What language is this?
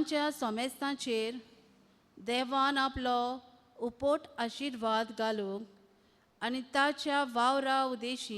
Konkani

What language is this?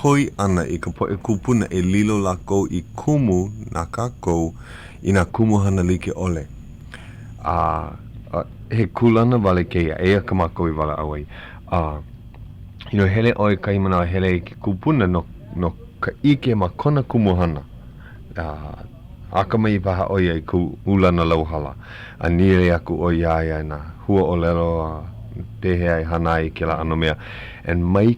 Hawaiian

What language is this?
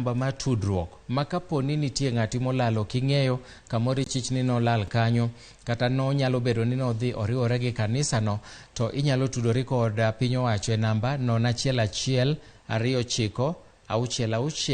Luo (Kenya and Tanzania)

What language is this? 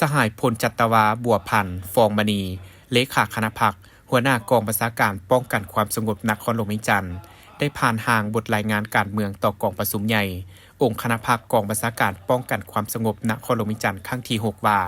Lao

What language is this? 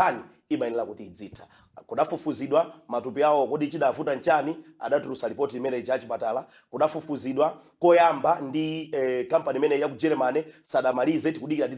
Nyanja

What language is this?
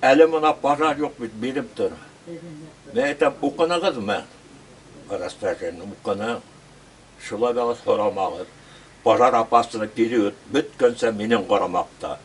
Bashkir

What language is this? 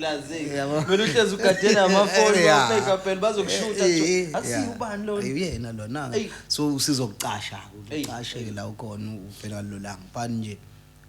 Zulu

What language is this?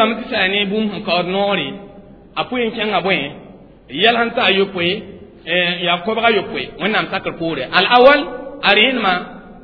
Mossi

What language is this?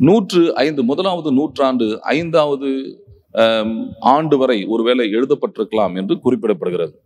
Tamil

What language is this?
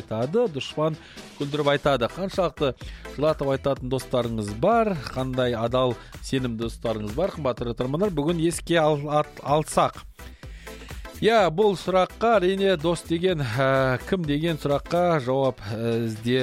Kazakh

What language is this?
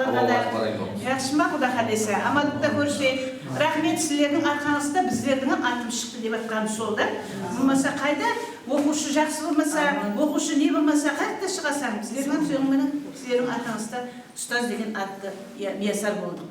Kara-Kalpak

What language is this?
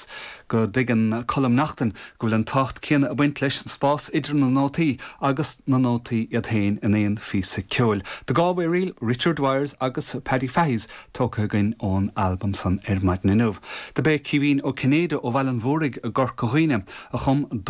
Irish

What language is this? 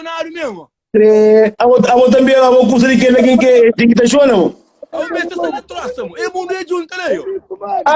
Kabuverdianu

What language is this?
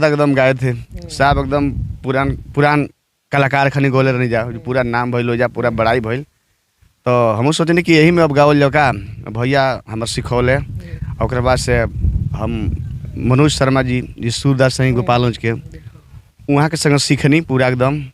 Bhojpuri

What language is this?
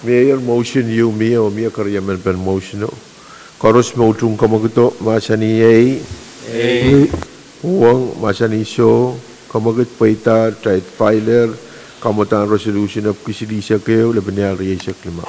Pohnpeian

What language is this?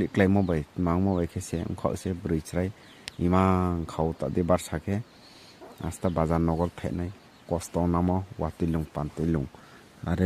Riang (India)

